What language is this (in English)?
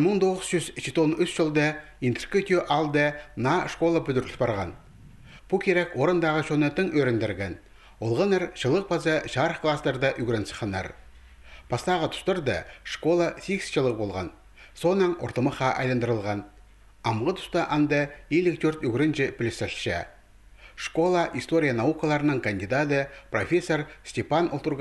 Khakas